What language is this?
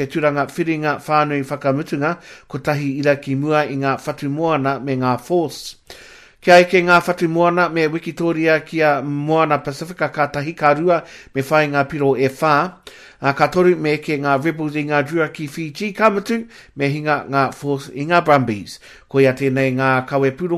Māori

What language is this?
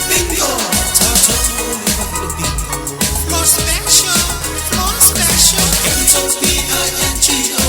Samoan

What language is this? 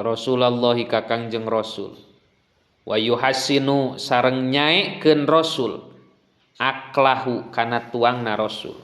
Sundanese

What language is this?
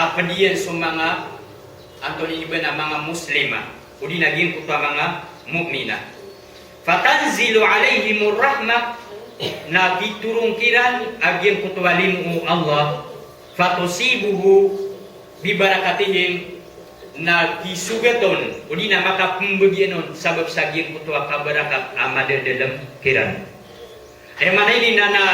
Maranao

